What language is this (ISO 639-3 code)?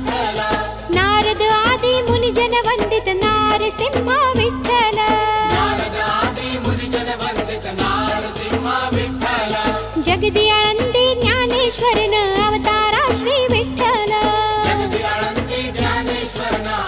kan